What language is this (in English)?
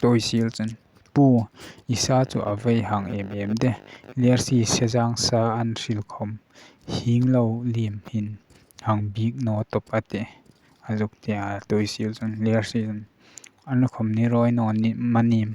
Hmar